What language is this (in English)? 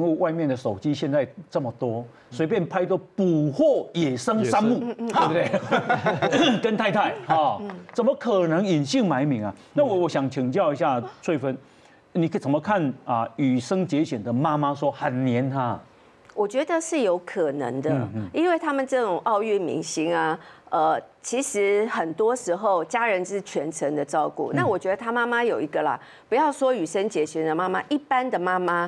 Chinese